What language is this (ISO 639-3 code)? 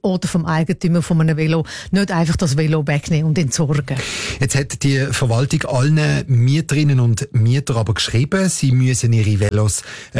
deu